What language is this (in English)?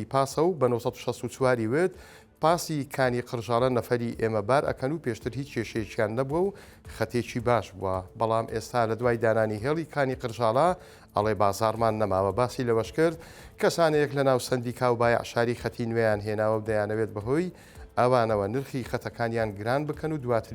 Central Kurdish